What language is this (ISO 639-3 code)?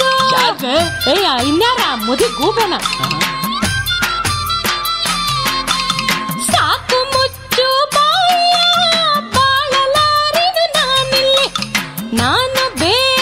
kan